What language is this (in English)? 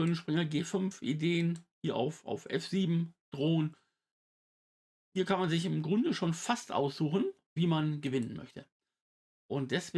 German